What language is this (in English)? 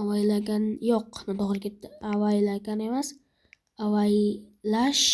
Uzbek